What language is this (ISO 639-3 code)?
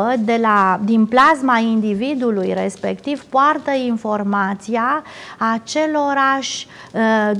ron